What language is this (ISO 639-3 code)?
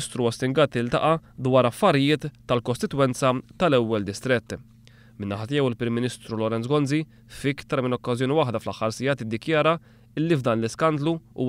mlt